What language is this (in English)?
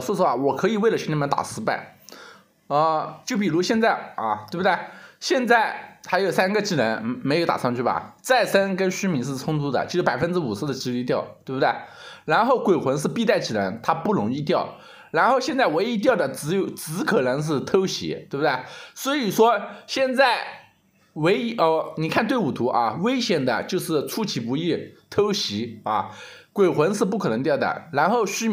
Chinese